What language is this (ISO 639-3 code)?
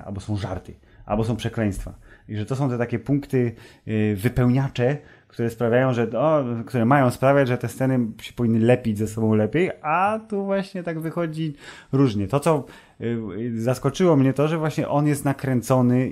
pol